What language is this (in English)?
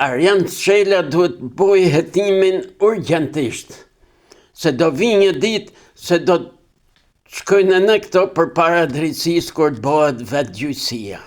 Albanian